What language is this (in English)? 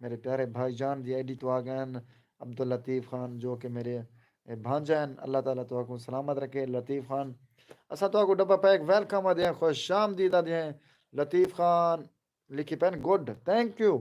Saraiki